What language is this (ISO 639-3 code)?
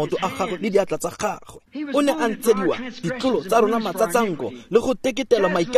tsn